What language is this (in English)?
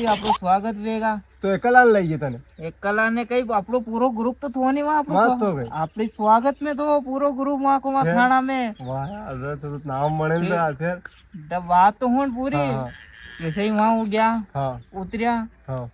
Rajasthani